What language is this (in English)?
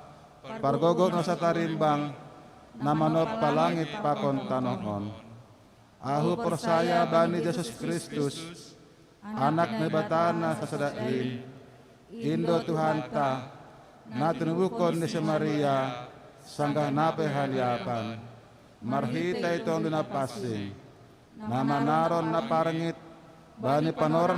Batak Simalungun